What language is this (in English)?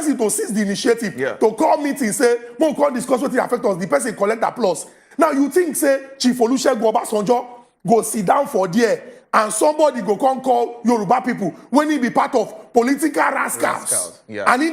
Nigerian Pidgin